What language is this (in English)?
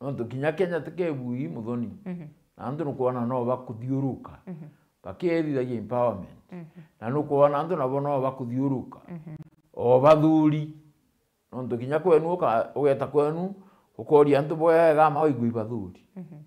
Meru